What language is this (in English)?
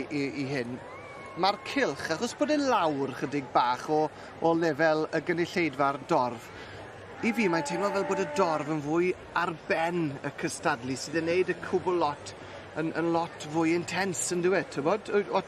Welsh